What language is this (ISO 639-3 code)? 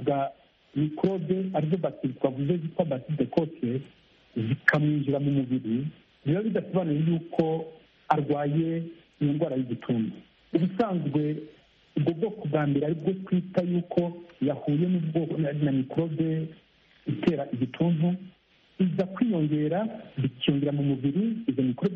kin